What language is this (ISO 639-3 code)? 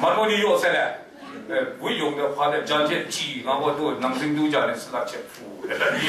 kac